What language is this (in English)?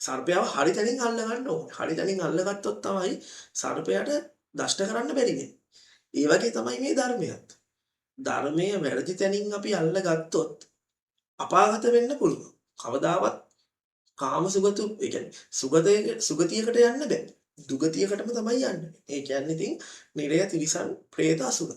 Sinhala